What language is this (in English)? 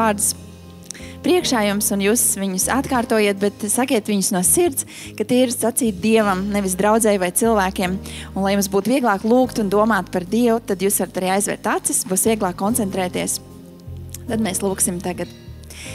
Latvian